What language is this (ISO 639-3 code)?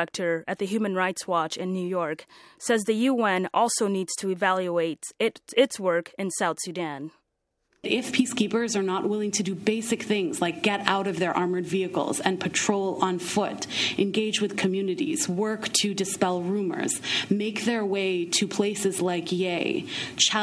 eng